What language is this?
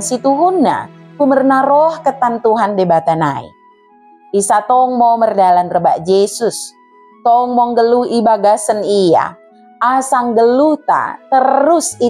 Batak Dairi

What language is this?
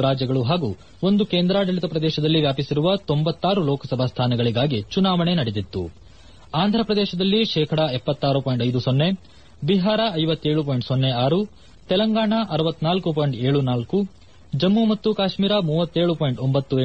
Kannada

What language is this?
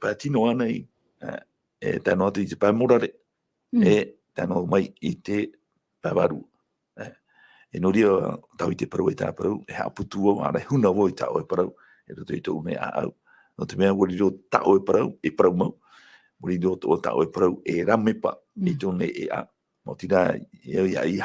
Tahitian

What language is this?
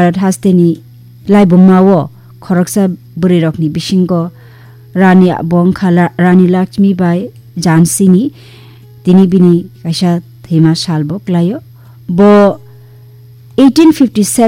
Kok Borok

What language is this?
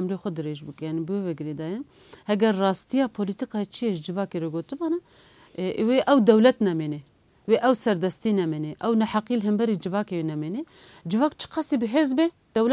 Kurdish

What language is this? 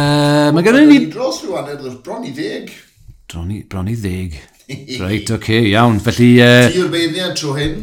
Welsh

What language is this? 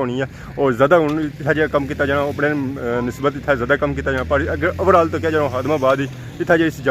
Pahari-Potwari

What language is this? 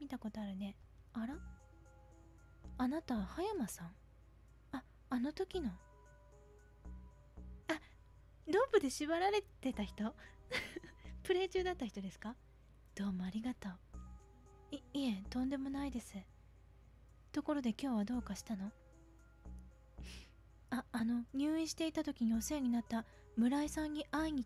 Japanese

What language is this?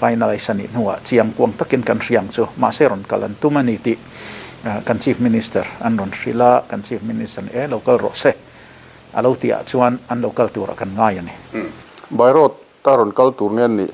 Mizo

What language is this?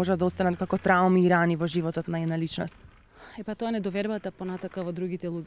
Macedonian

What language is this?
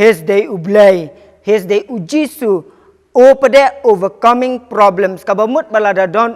Khasi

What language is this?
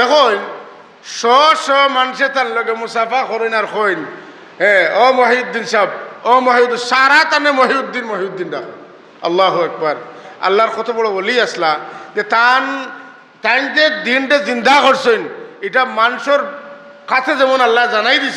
Sylheti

